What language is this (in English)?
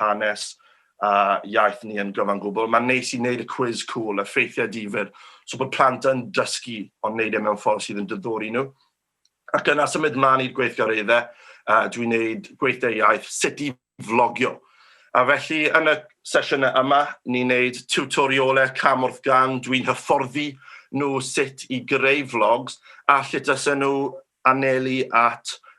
Welsh